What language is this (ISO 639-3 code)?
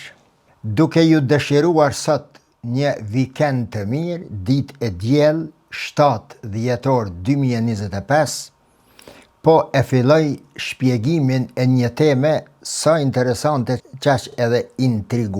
sqi